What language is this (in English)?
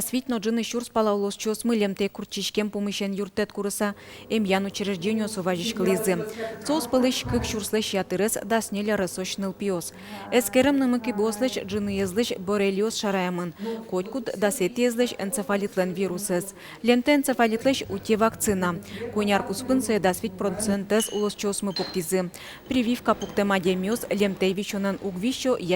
Udmurt